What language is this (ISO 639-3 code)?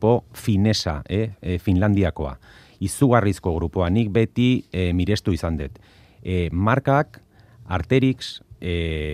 eus